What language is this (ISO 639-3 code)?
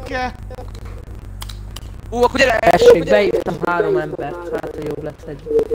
hun